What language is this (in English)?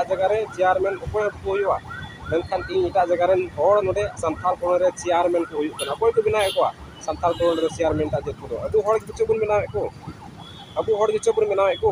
Santali